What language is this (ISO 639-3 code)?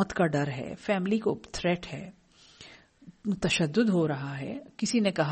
urd